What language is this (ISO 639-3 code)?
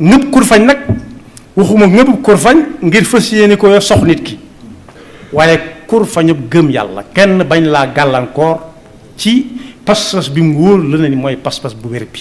wol